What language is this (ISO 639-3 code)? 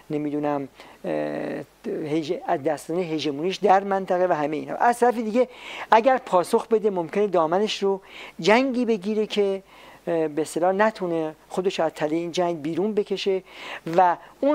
fas